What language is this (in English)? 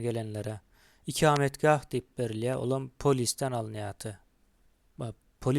Turkmen